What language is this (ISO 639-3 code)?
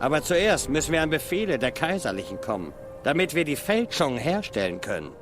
gsw